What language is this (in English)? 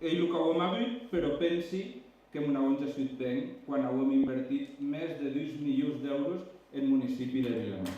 Occitan